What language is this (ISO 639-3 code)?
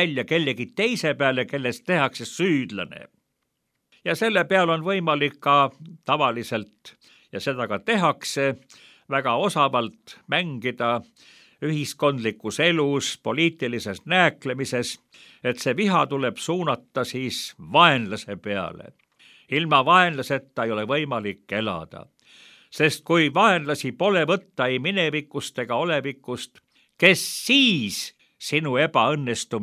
est